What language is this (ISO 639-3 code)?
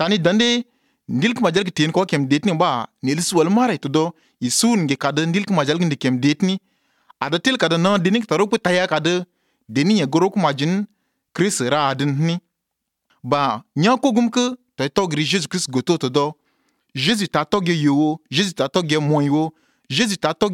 est